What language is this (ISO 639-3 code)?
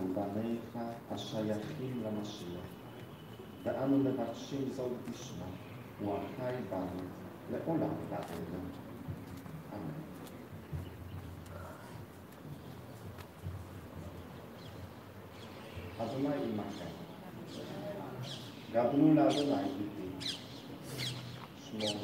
heb